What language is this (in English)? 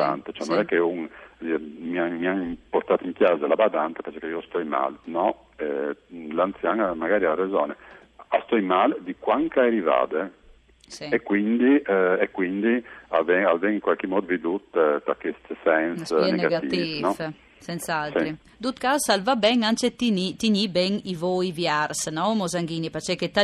Friulian